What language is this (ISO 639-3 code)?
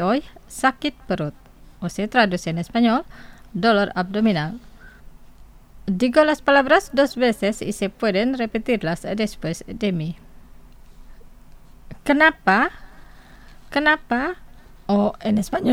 spa